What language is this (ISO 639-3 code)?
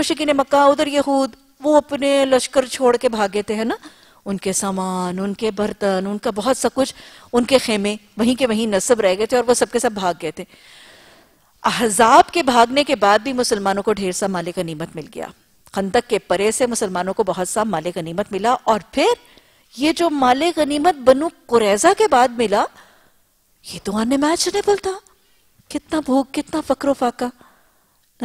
urd